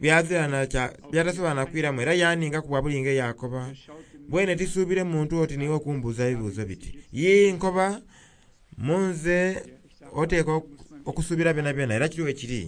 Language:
Soga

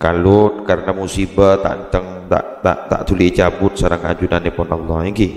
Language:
Madurese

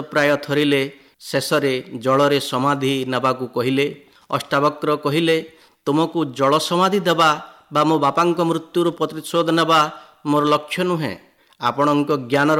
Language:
Odia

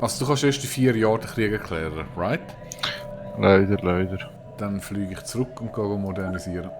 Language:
Swiss German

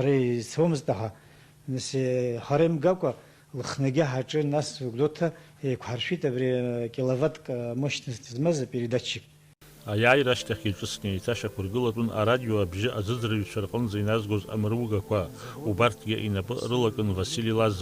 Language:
Abkhazian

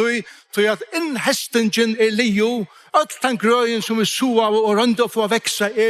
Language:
Faroese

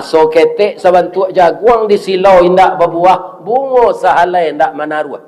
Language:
Minangkabau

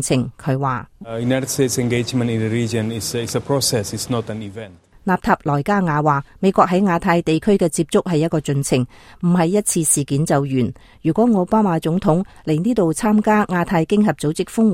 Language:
Cantonese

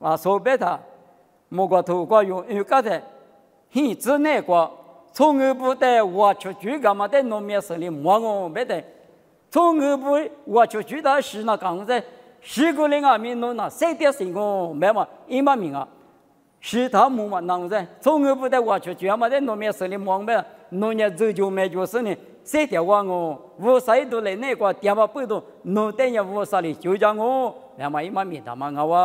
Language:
Lisu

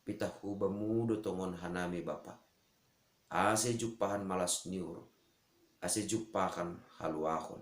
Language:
Batak Simalungun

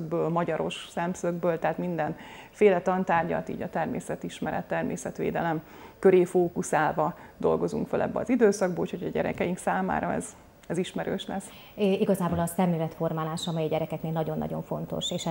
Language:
Hungarian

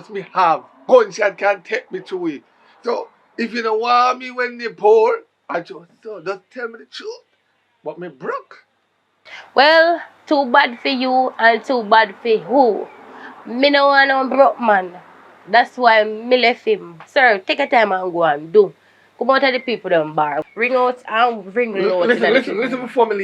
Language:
Jamaican Creole English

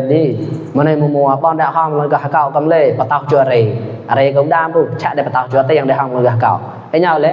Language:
Mon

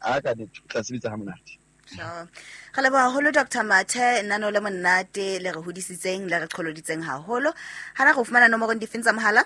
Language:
Southern Sotho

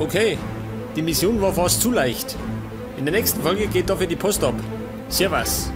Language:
Bavarian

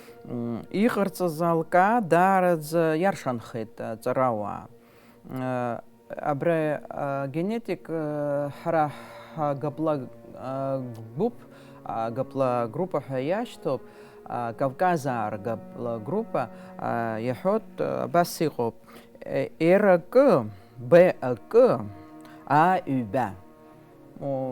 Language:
Abkhazian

